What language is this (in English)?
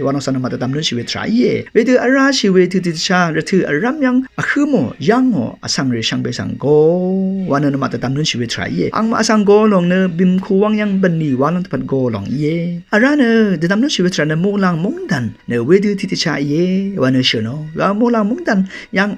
Rawang